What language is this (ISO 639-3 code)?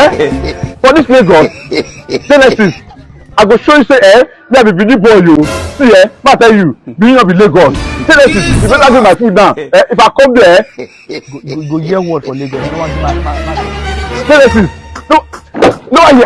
pcm